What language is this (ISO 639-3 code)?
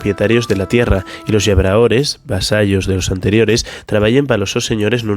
ast